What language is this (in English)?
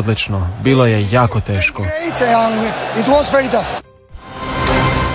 Croatian